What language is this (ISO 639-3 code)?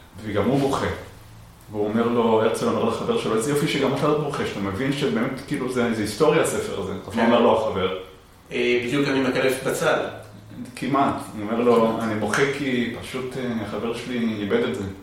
heb